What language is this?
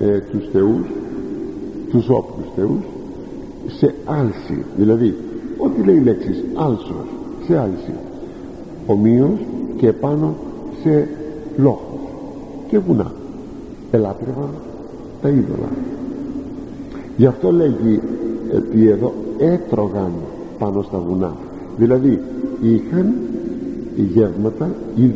Greek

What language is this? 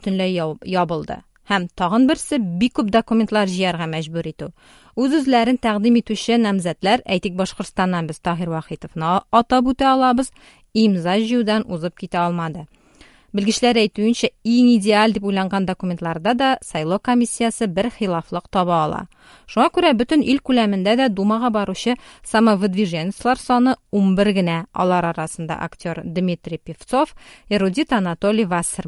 Tatar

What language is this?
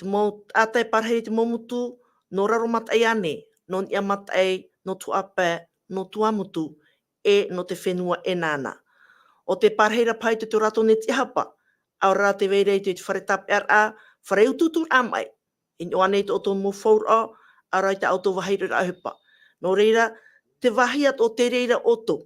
Tahitian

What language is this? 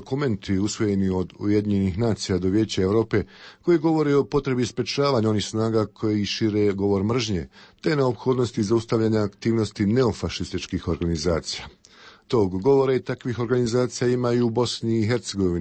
Bosnian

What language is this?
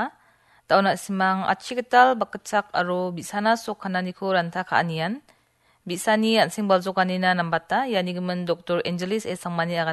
Garo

